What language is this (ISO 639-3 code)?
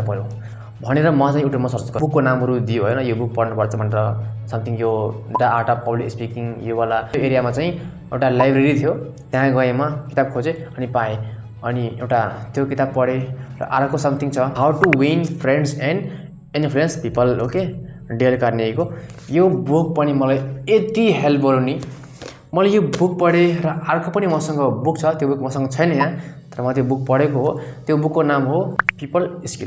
nep